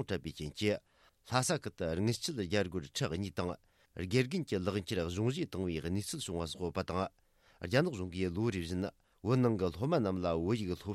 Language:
Tibetan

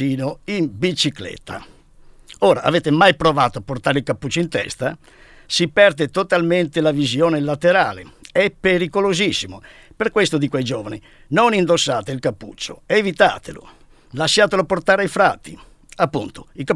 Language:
Italian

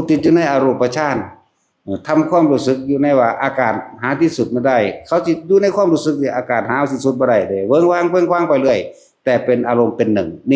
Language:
Northeastern Thai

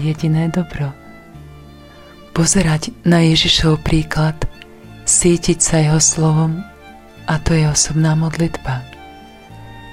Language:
Slovak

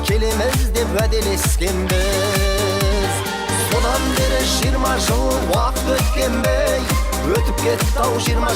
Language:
Kara-Kalpak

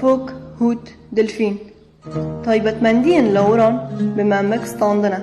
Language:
Kurdish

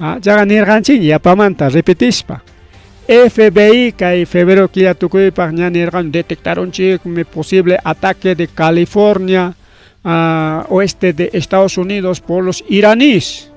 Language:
Ayacucho Quechua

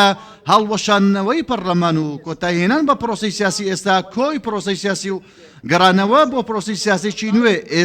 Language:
Central Kurdish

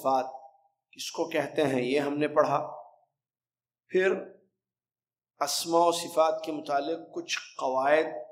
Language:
Urdu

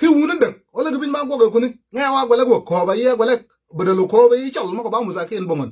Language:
Nuer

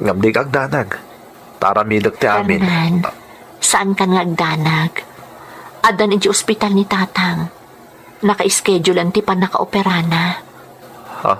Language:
Iloko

